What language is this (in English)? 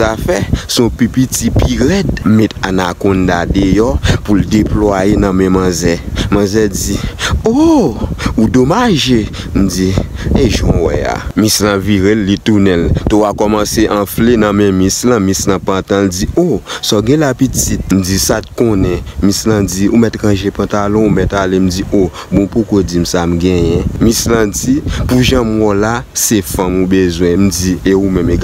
Haitian Creole